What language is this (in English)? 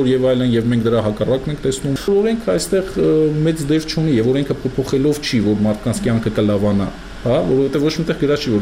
Armenian